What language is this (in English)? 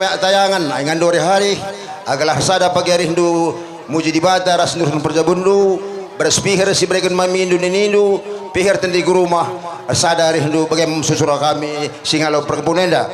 Batak Karo